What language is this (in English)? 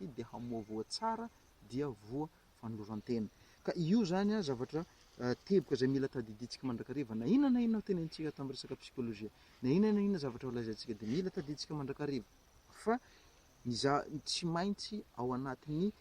Malagasy